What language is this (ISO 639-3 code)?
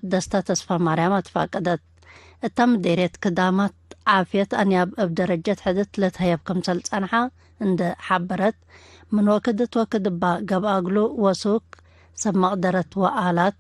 tig